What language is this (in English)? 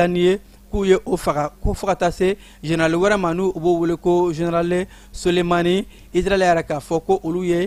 Bambara